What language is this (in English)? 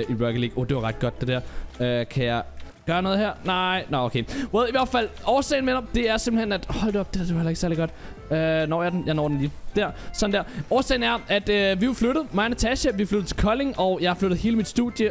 Danish